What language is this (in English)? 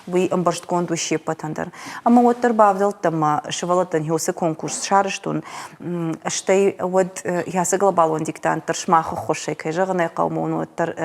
Ossetic